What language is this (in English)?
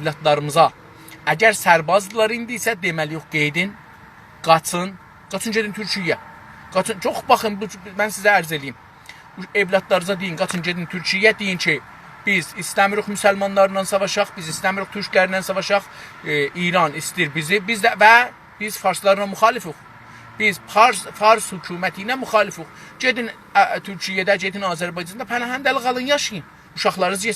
South Azerbaijani